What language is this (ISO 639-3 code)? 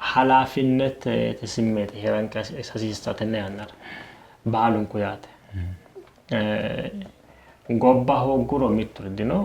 sid